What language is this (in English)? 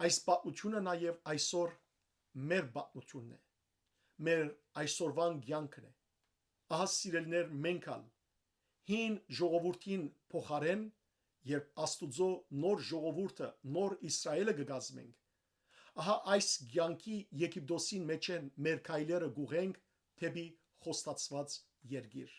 Western Armenian